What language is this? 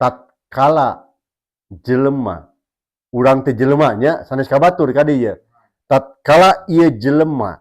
Sundanese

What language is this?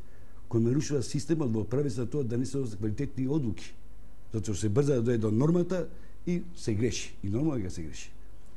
Macedonian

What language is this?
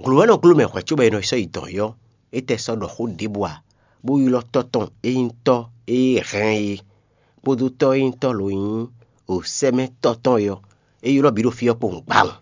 Fon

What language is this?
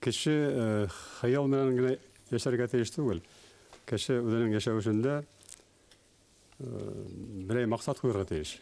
Bashkir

